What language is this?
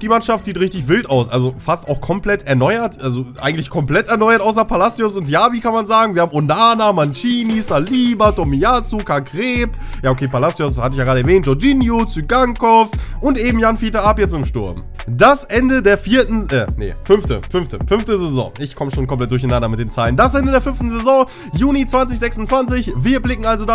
German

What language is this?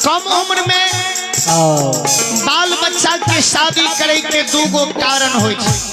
Maithili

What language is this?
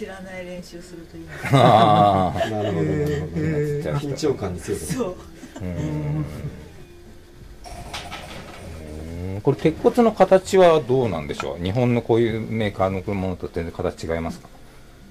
Japanese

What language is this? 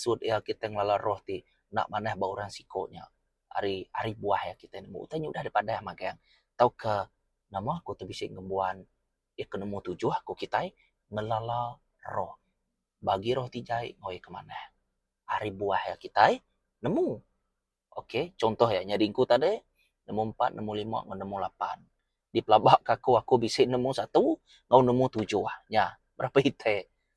Iban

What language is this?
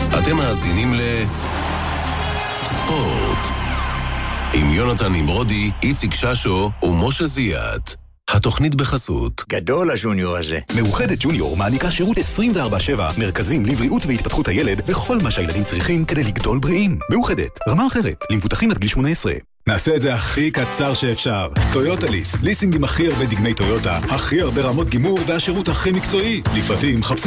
Hebrew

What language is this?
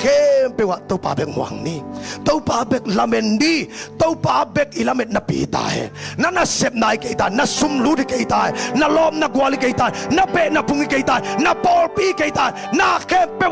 Tedim Chin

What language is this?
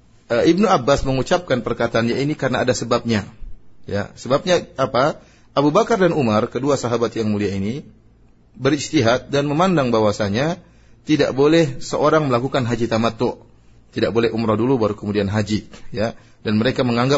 Indonesian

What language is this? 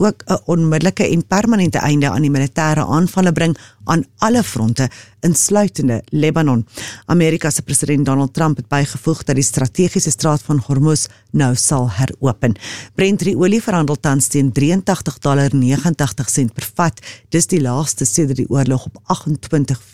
Afrikaans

